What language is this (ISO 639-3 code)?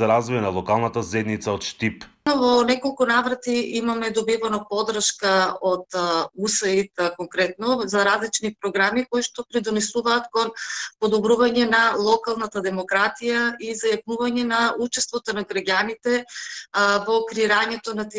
mkd